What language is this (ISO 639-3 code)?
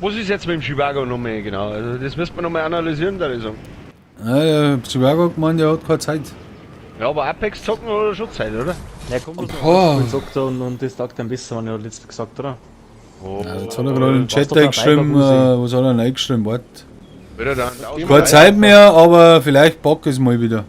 bar